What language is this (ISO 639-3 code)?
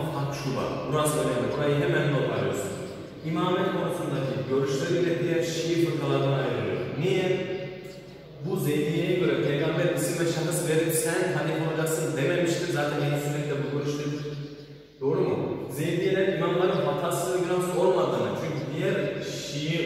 tur